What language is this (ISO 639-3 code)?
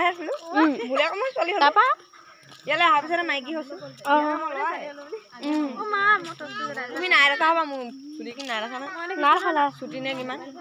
asm